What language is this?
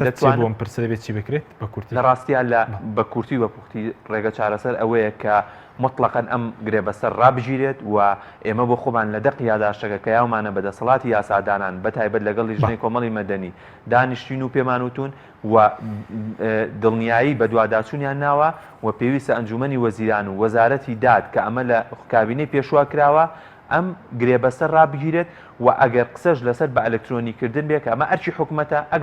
Central Kurdish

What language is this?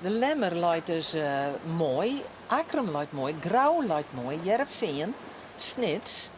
Western Frisian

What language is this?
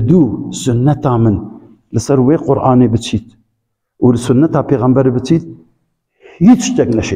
Kurdish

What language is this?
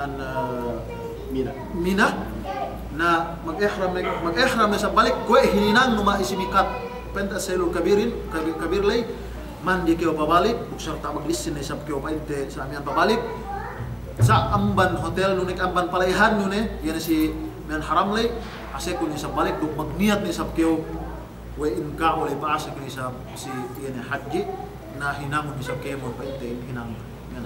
Yakan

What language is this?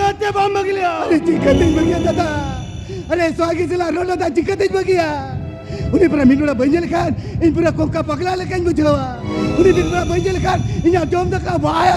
Santali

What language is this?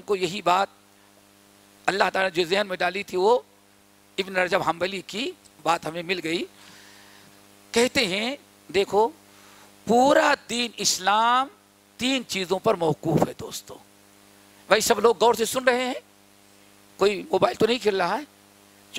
Urdu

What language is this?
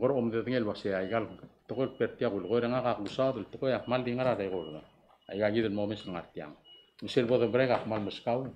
Palauan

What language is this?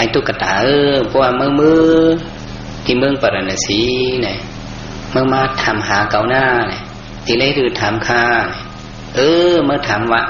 Shan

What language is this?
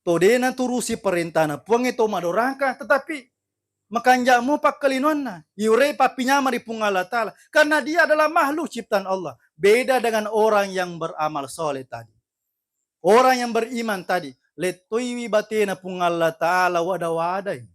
Buginese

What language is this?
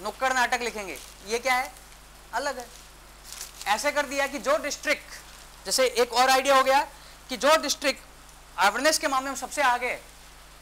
Hindi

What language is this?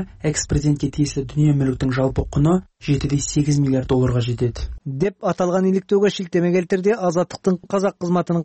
Kyrgyz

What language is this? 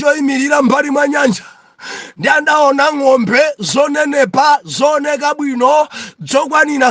Nyanja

